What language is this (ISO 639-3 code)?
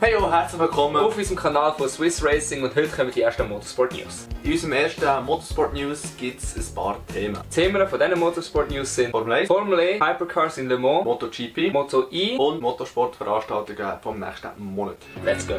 gsw